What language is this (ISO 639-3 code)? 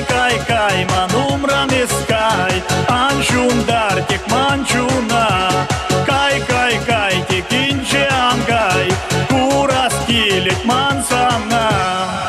chv